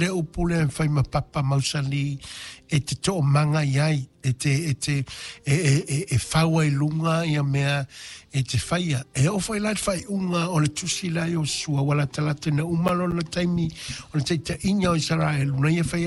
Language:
Samoan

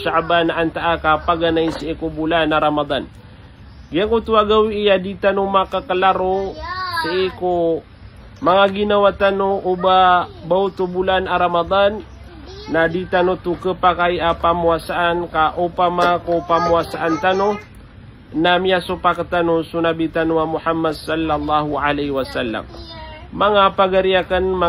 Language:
Maranao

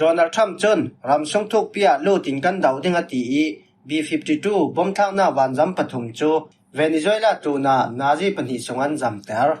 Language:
Falam Chin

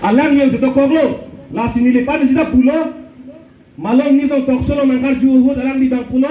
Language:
Karbi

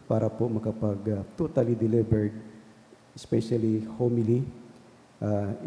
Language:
Bikol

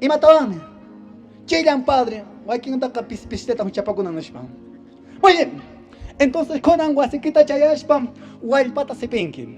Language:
Quechua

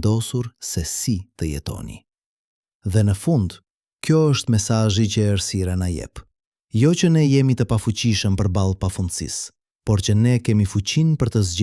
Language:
Albanian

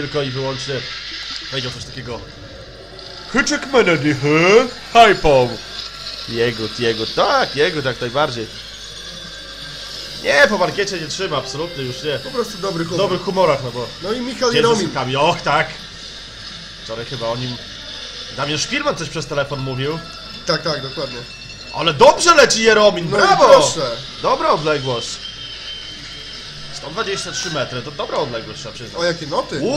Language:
Polish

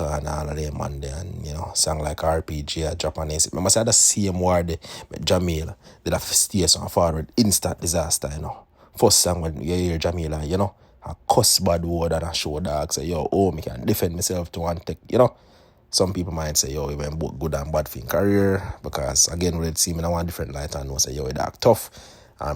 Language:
Jamaican Creole English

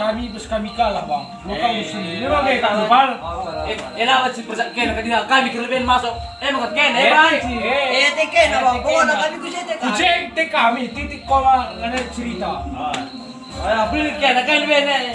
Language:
Batak Karo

